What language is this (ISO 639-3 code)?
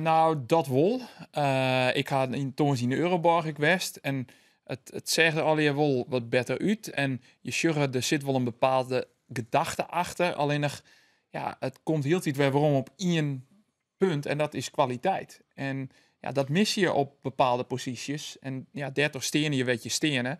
fry